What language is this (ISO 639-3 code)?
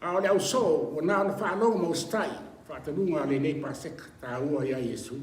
smo